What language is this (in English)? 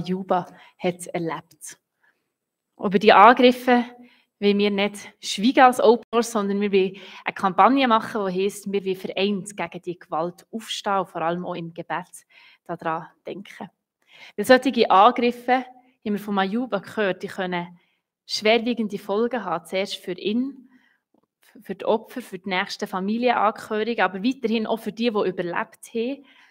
Swiss German